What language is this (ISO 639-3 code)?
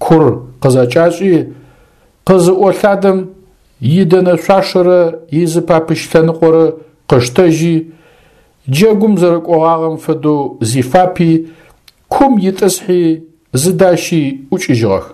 ady